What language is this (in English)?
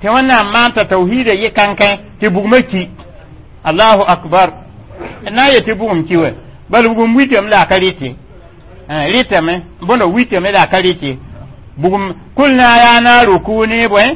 Mossi